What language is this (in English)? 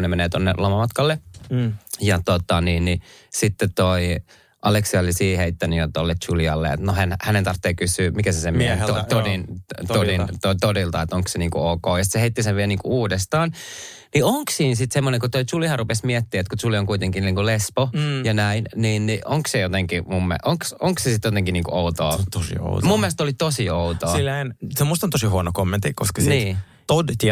Finnish